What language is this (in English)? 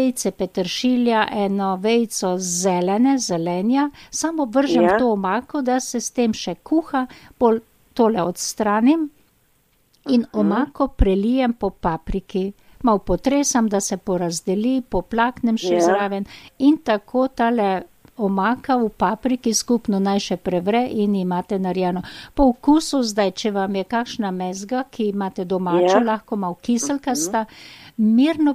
Slovenian